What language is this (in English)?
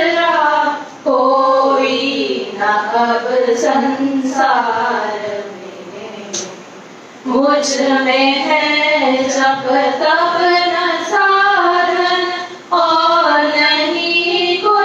Marathi